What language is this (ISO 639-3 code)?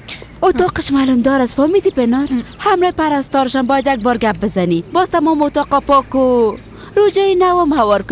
fas